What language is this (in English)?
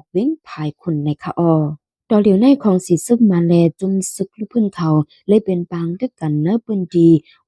Shan